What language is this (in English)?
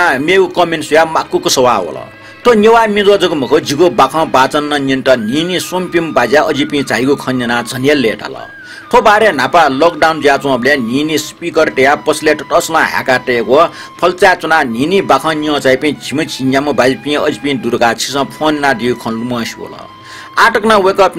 Newari